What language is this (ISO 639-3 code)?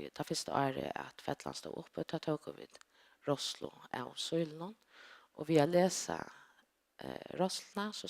fao